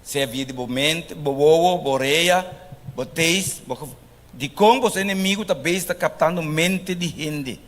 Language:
Papiamento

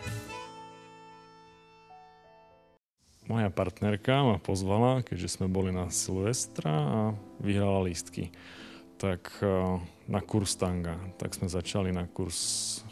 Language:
Slovak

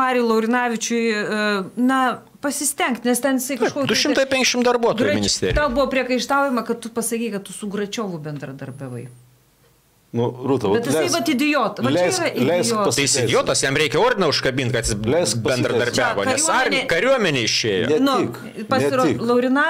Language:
Lithuanian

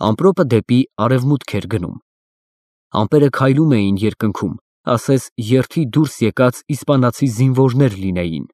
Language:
Armenian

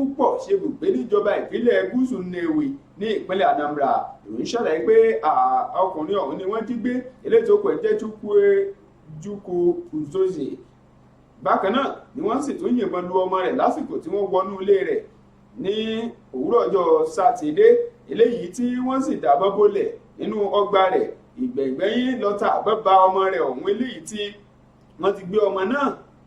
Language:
Yoruba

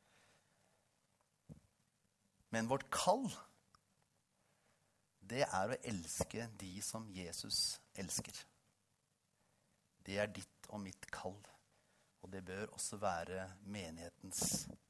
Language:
Norwegian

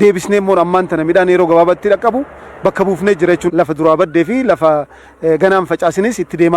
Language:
Oromo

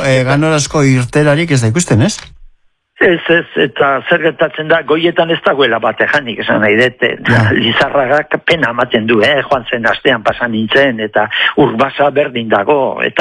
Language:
Basque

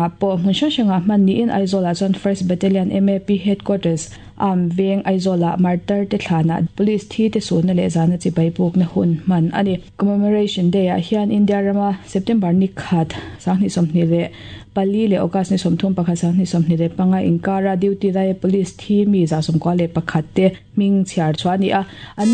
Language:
Mizo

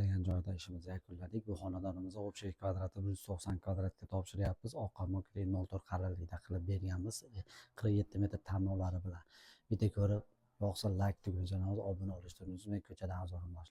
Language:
Uzbek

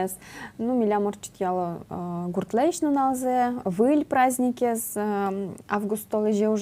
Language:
Udmurt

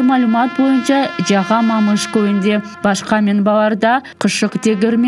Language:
Crimean Tatar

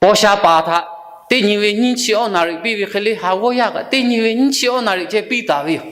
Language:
Lahu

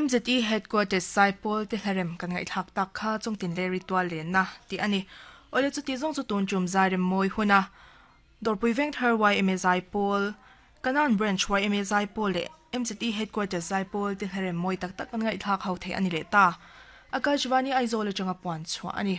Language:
Mizo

